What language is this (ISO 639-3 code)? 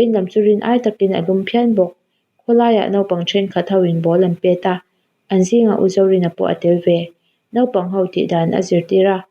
lus